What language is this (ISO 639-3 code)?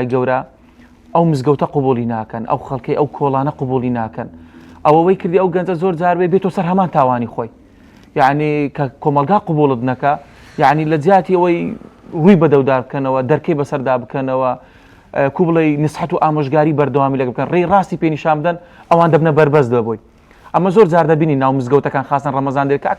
ckb